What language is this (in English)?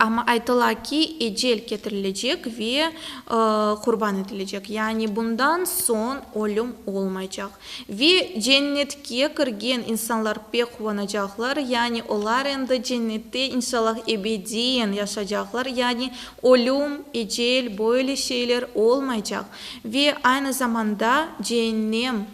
Crimean Tatar